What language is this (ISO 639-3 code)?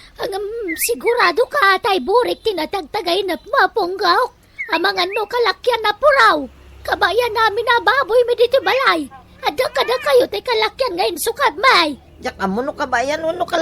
ilo